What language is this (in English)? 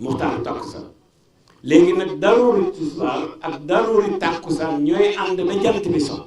Wolof